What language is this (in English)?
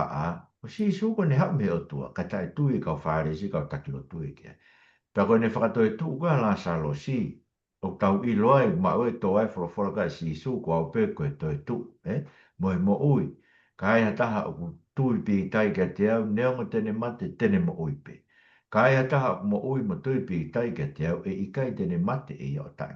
Tongan